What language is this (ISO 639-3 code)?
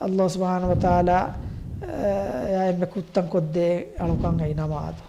div